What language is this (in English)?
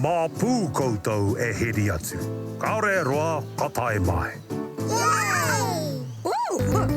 Māori